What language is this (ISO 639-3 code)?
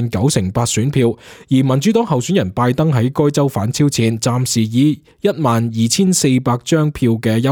yue